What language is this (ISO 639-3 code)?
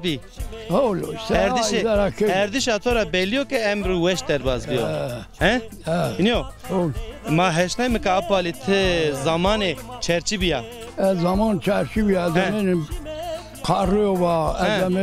zza